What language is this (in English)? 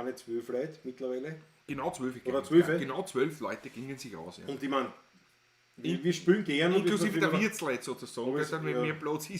Bavarian